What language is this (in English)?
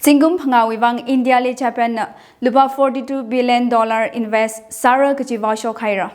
Tangkhul Naga (India)